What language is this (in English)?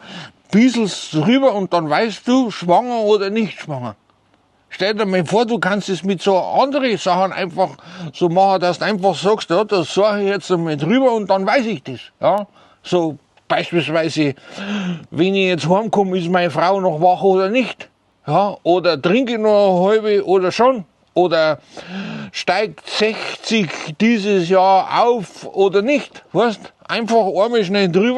Bavarian